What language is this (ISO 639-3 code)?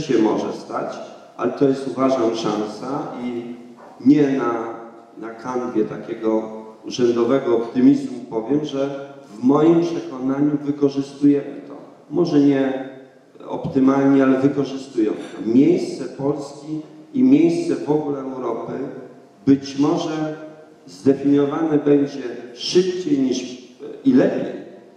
pol